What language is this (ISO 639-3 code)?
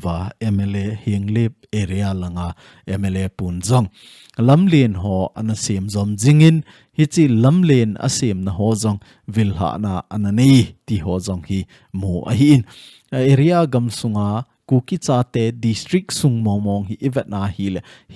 tcz